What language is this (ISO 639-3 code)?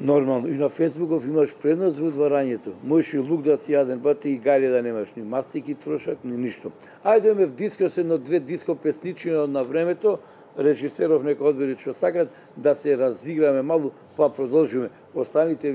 mkd